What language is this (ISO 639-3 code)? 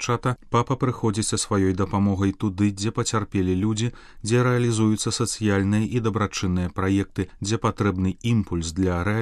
bel